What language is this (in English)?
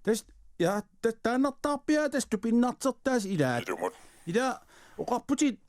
Kalaallisut